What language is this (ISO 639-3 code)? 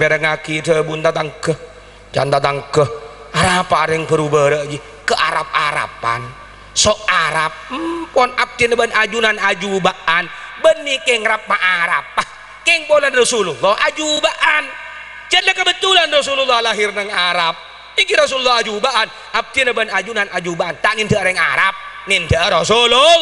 mad